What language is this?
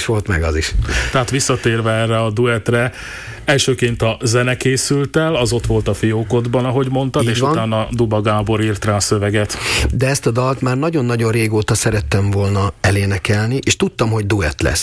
Hungarian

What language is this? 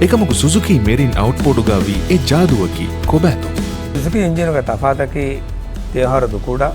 Divehi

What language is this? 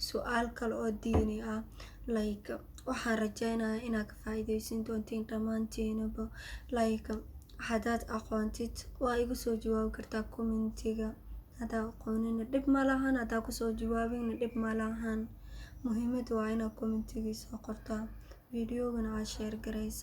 Somali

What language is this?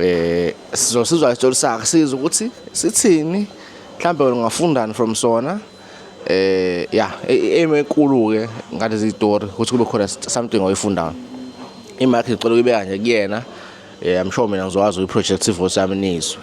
Zulu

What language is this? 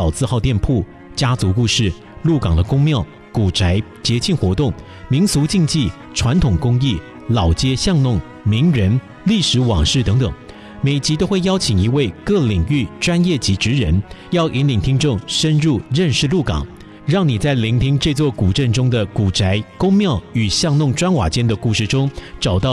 Chinese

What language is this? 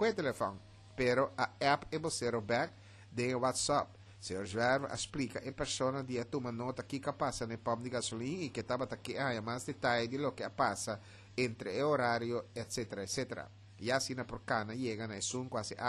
Papiamento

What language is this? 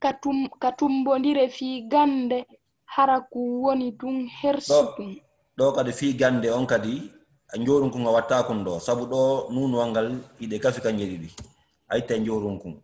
Fula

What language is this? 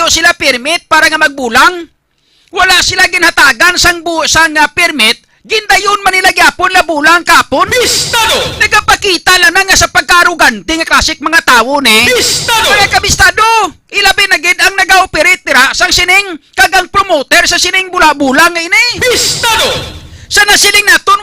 Hiligaynon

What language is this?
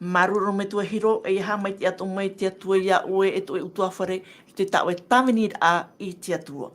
Tahitian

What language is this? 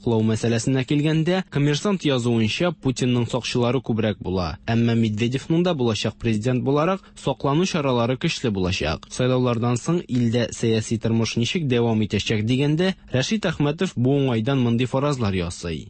Tatar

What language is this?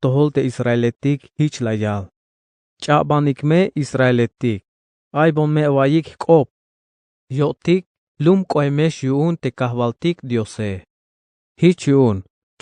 Tzeltal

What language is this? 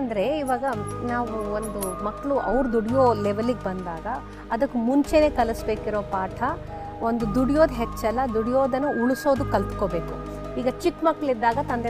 Kannada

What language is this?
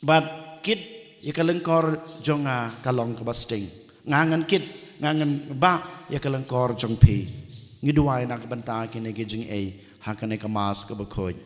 Khasi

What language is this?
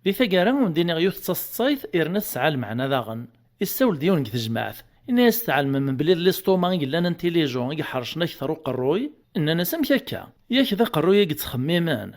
Kabyle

